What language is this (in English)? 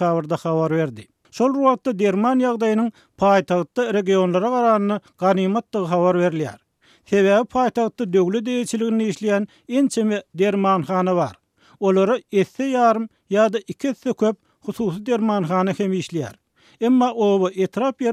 Turkmen